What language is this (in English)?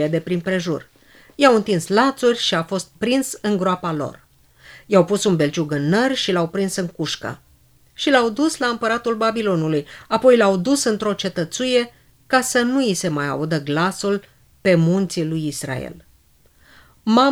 Romanian